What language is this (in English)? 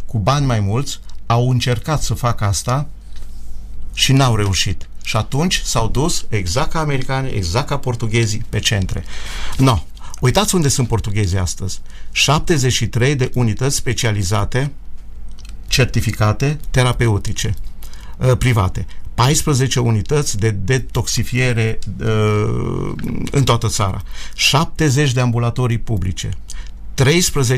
Romanian